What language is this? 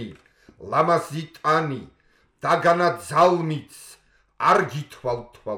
Georgian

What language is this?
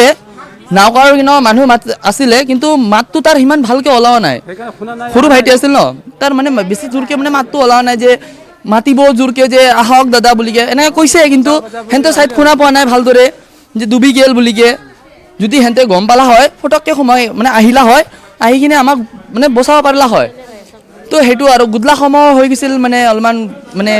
Assamese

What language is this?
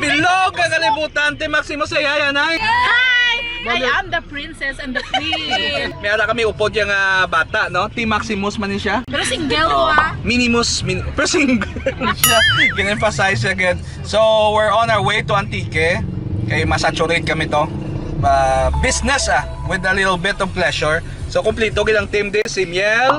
Hiligaynon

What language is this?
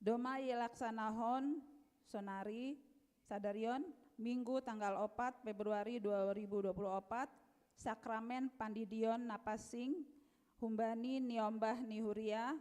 Batak Simalungun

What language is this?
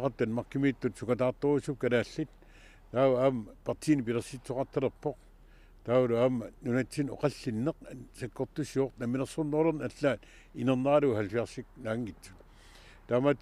Kalaallisut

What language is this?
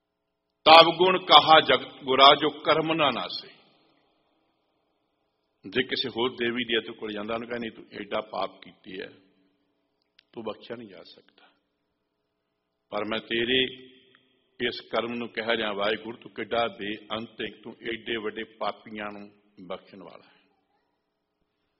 Punjabi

